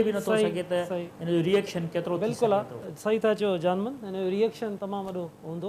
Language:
Sindhi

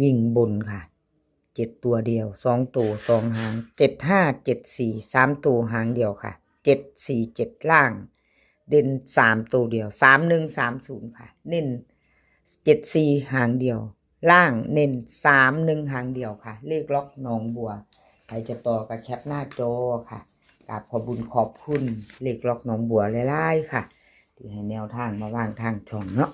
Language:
Lao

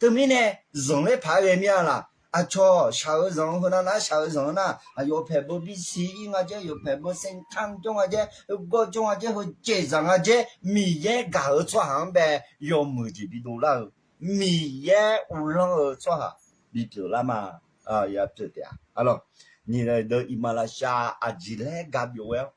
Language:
Akha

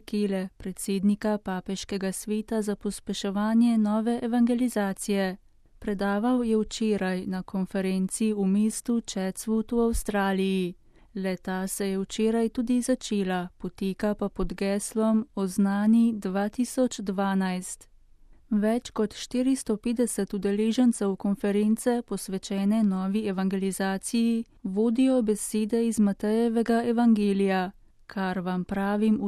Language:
Slovenian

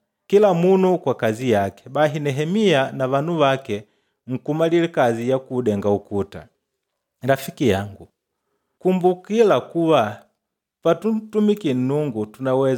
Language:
Makonde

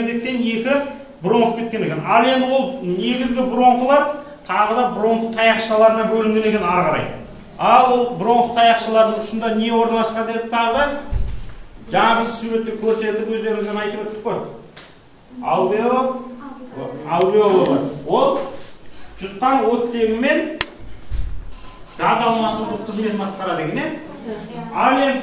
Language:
Kazakh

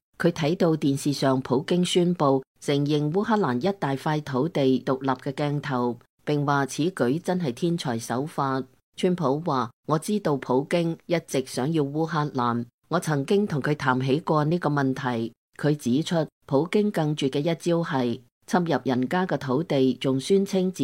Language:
Cantonese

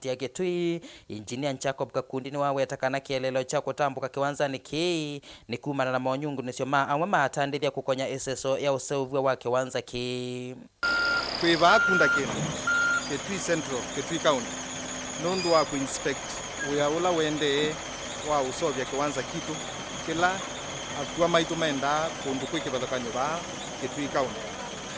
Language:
Kamba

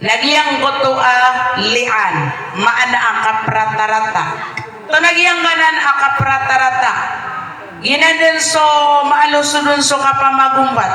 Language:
Maranao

